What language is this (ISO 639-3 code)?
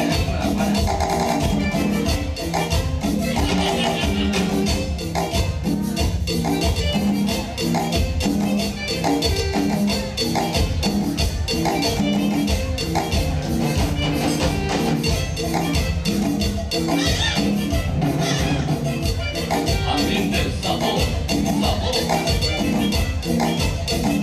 spa